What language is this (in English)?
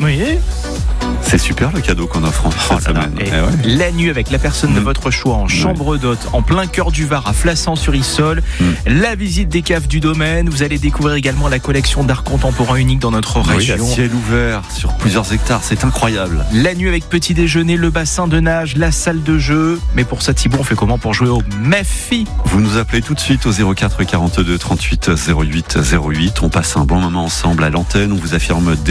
French